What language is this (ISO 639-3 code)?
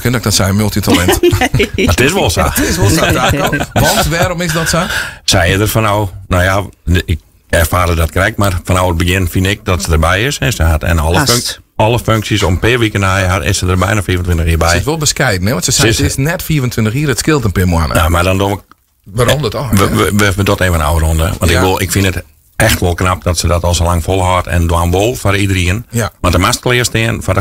fry